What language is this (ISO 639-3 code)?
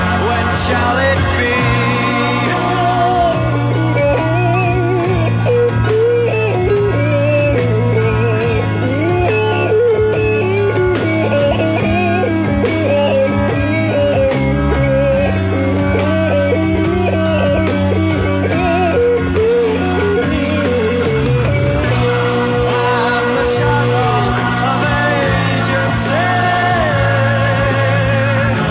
fra